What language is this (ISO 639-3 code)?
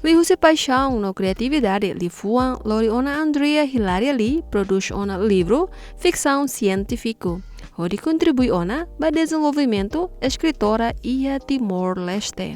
tet